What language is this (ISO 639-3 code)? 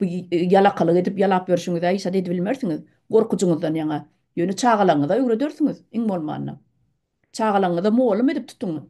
tuk